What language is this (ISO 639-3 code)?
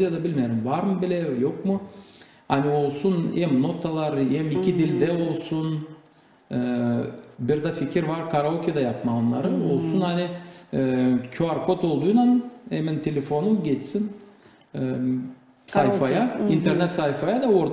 gag